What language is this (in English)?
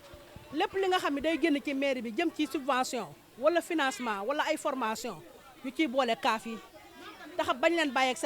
Wolof